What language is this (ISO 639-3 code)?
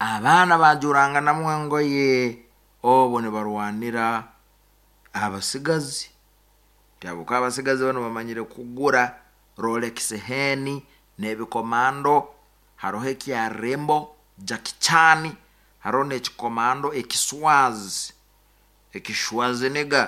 nyn